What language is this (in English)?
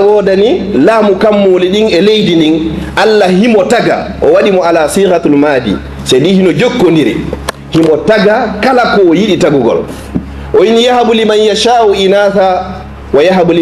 Fula